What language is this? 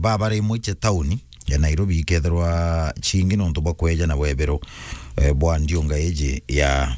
Meru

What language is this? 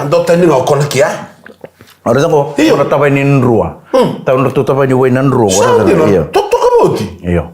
Fijian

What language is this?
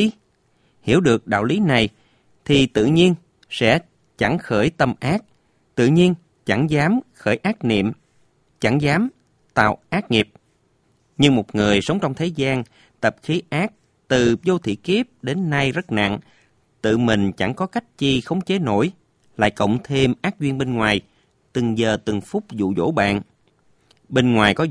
Vietnamese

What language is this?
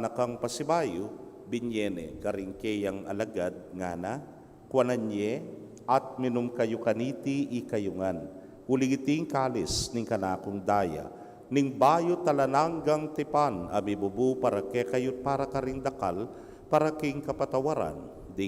Pampanga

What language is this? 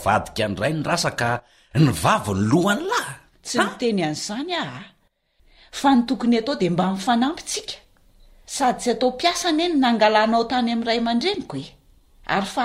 Malagasy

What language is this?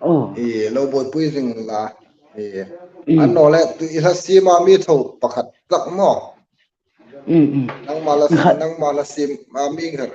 Hmar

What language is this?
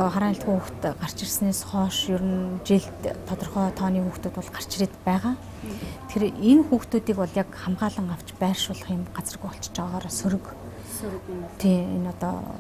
Mongolian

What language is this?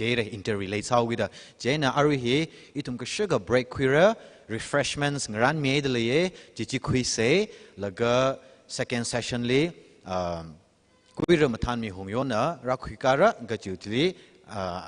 Tangkhul Naga (India)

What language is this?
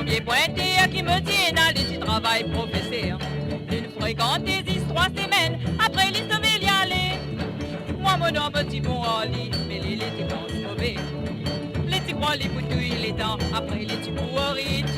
Morisyen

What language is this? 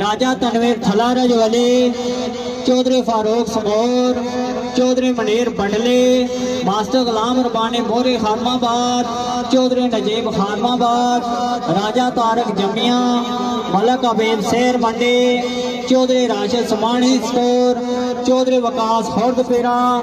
Pahari-Potwari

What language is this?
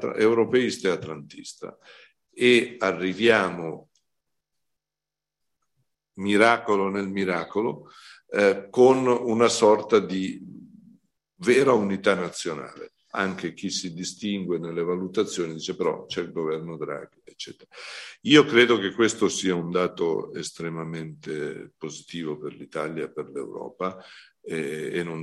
Italian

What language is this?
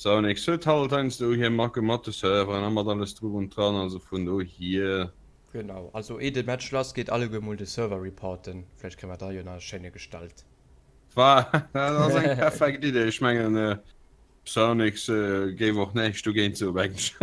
Luxembourgish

